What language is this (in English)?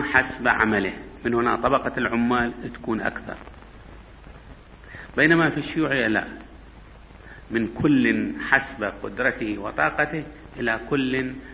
Arabic